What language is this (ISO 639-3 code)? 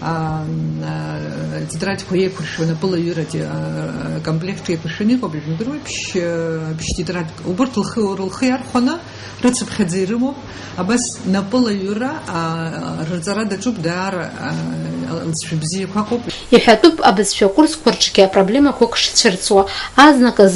abk